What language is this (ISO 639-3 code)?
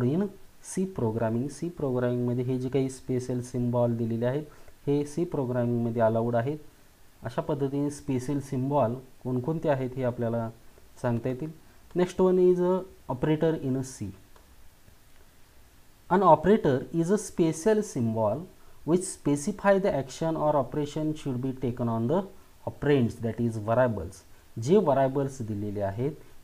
mar